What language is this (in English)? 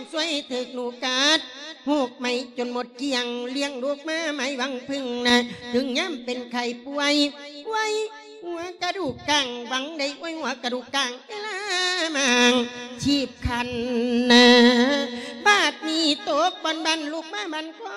Lao